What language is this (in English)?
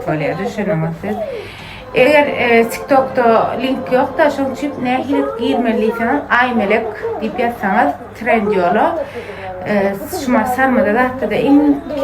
Turkmen